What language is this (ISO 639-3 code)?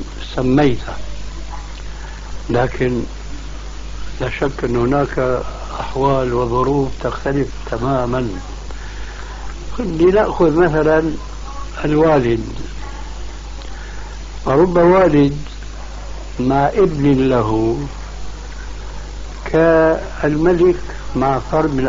ara